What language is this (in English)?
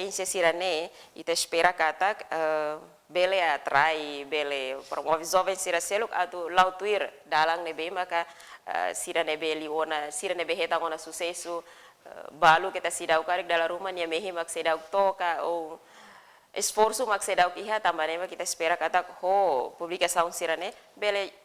Tetum